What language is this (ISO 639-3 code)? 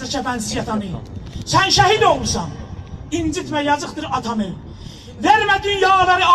azb